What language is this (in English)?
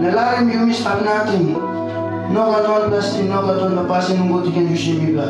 Tok Pisin